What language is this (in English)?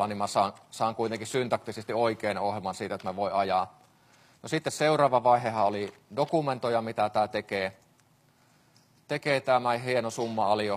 Finnish